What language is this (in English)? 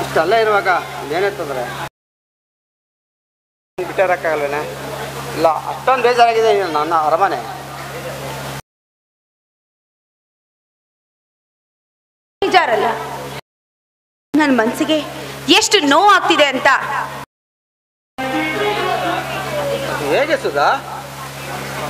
Kannada